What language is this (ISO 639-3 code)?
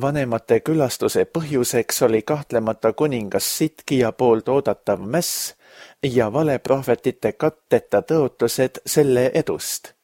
est